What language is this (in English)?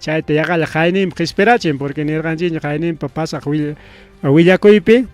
Ayacucho Quechua